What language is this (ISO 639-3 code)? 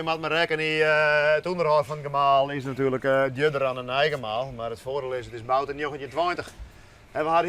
fry